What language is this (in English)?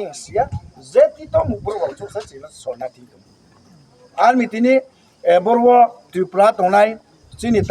Riang (India)